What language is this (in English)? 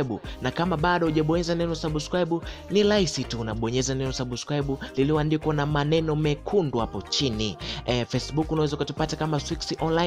Swahili